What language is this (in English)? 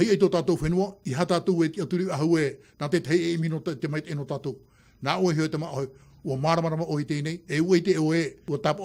Tahitian